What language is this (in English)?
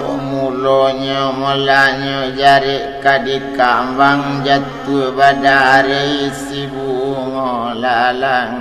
Minangkabau